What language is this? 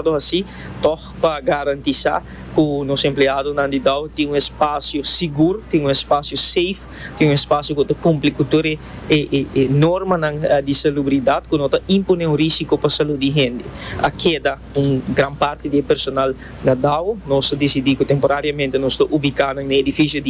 Papiamento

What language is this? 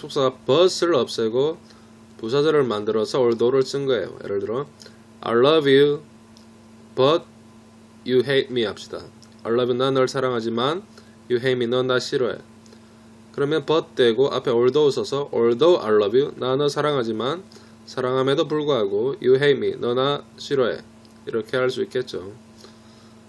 Korean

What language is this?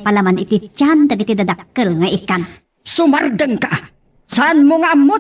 Iloko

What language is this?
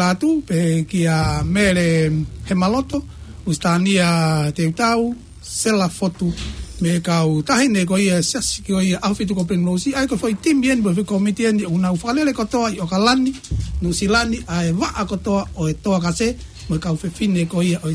Tongan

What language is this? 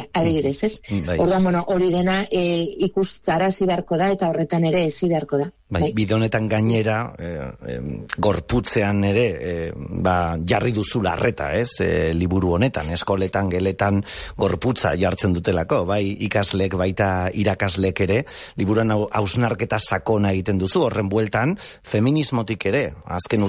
Basque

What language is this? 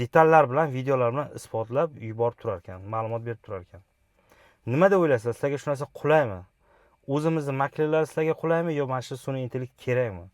Uzbek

